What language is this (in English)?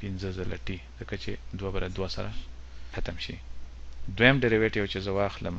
Pashto